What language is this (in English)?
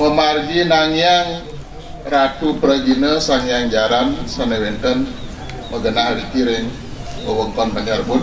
Balinese